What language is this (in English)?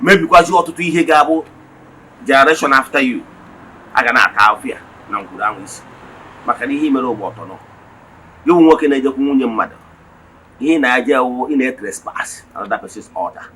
Igbo